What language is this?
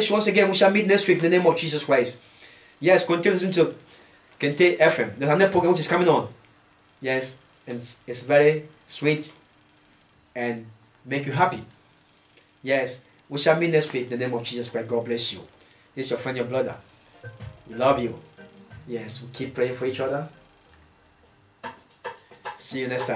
English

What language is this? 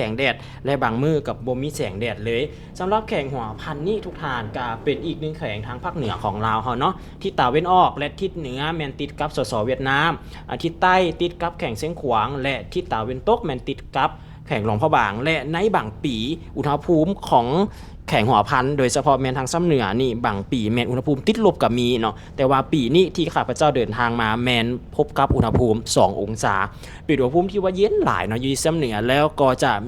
Lao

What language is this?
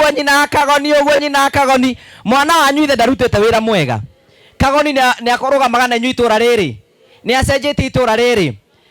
Kikuyu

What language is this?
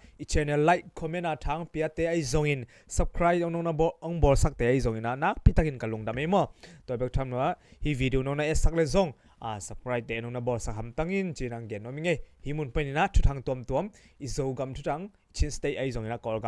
Tedim Chin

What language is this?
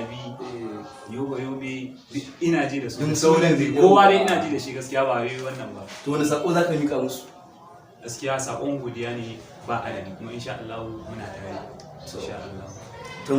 Hausa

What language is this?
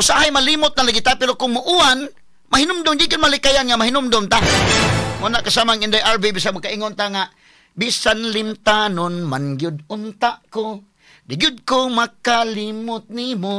Cebuano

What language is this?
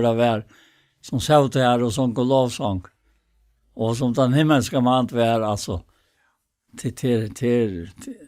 Faroese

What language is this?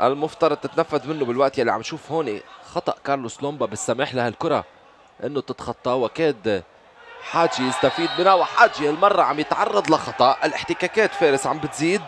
North Levantine Arabic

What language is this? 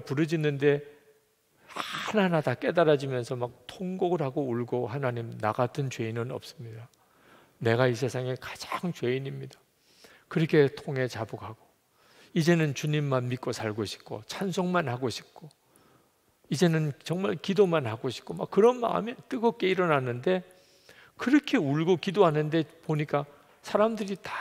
Korean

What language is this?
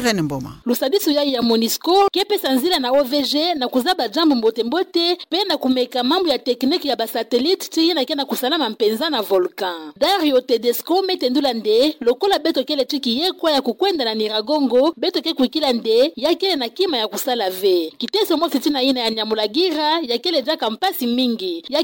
Kituba (Democratic Republic of Congo)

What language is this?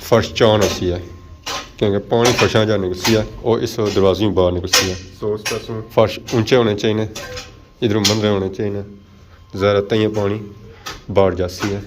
Pahari-Potwari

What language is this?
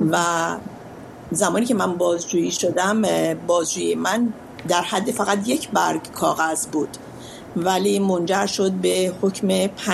Persian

